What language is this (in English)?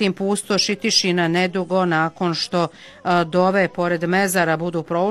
Bosnian